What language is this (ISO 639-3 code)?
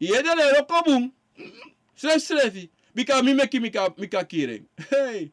srn